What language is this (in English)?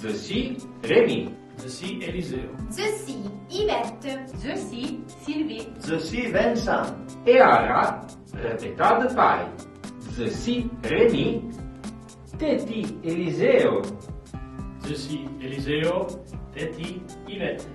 Arpitan